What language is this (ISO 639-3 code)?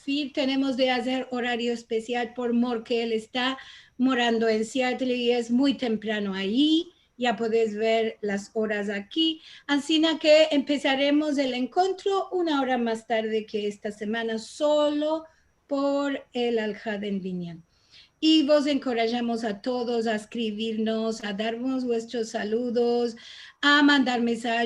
lad